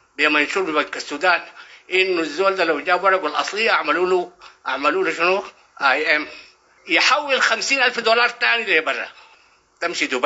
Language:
Sudanese Arabic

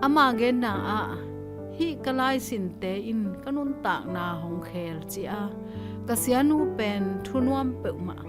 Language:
Tedim Chin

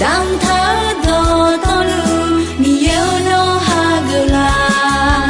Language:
Akha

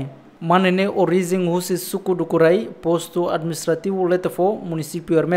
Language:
Tetum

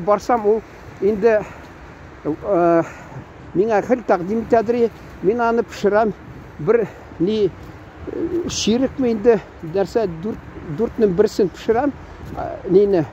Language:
Tatar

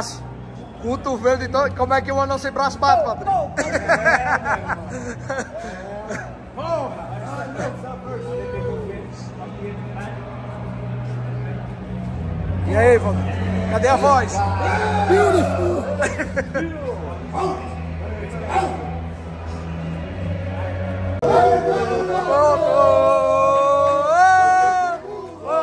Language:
Portuguese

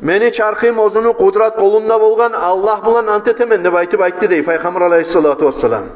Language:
Kumyk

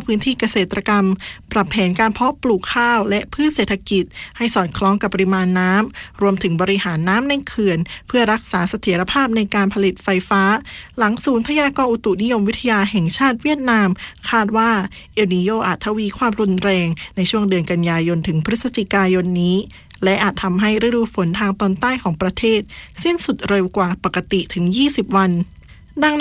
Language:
Thai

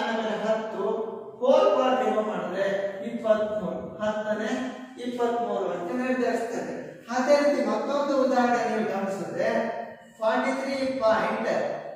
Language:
Kannada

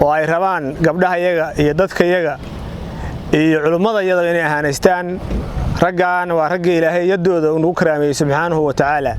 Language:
Somali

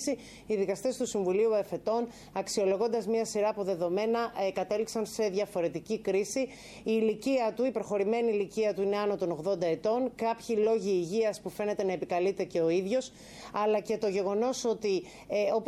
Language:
Greek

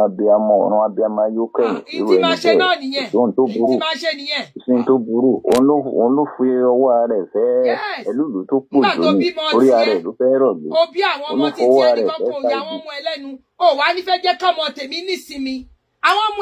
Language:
Yoruba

